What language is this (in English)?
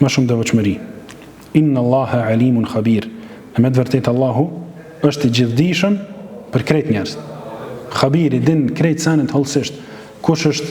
Albanian